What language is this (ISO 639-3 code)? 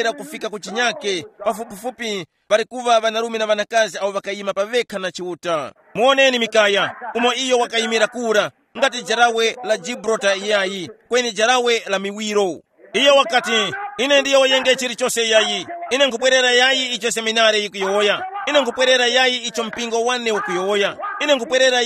tum